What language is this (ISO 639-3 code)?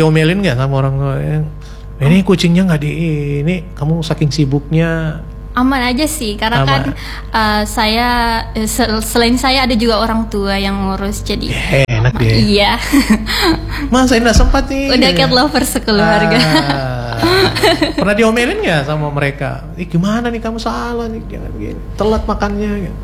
ind